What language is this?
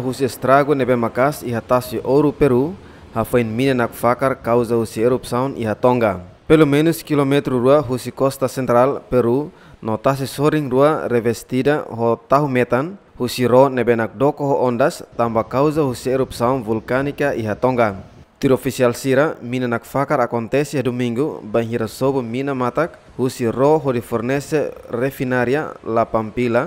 Tetum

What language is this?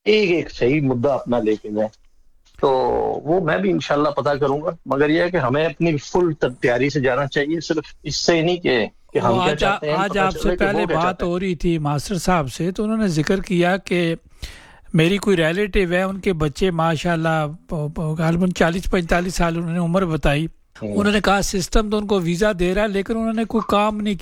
Urdu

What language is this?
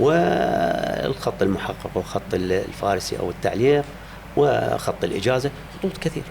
Mesopotamian Arabic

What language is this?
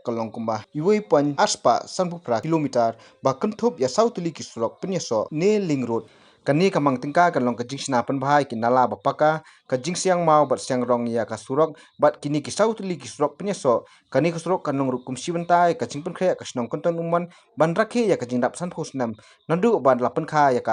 Khasi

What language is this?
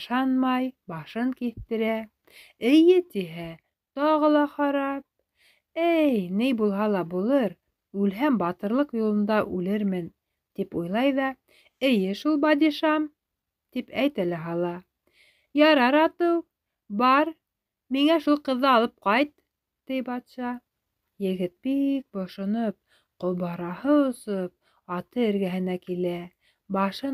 Bashkir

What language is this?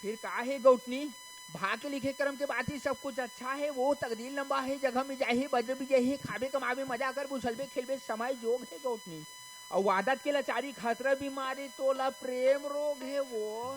Chhattisgarhi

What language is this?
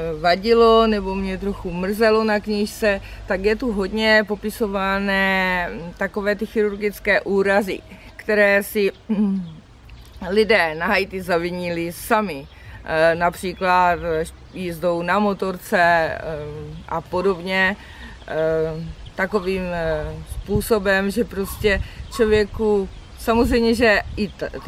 Czech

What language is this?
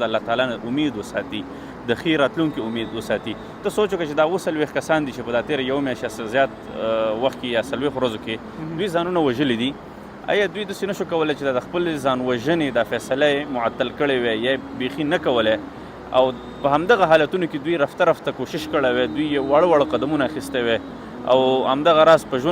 Pashto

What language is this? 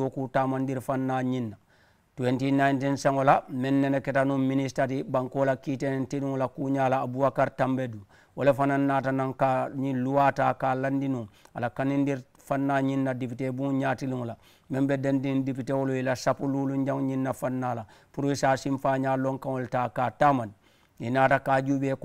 Mandingo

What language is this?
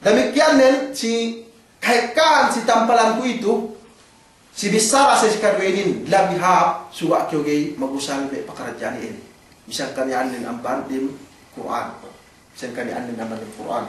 Yakan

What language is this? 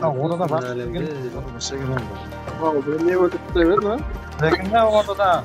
Kara-Kalpak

